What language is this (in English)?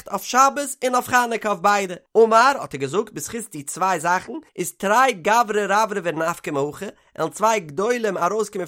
Yiddish